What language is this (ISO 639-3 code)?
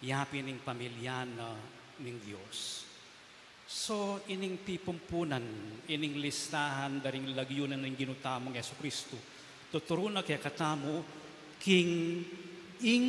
pam